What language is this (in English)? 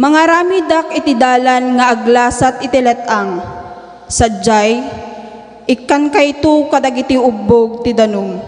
Iloko